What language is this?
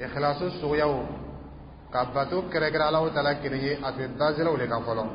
Dyula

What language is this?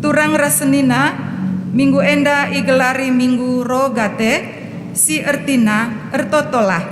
Batak Karo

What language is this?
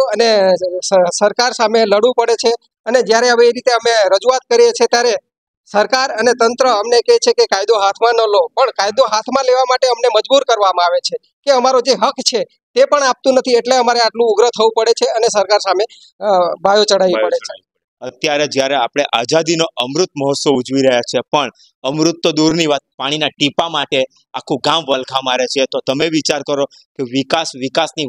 Gujarati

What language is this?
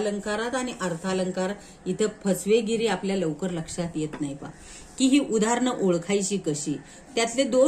Marathi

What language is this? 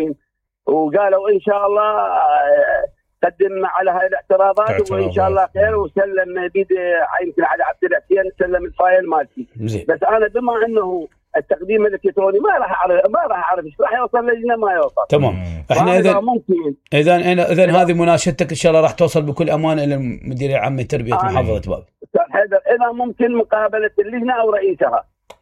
Mesopotamian Arabic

